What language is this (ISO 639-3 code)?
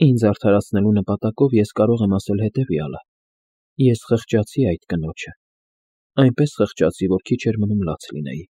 hye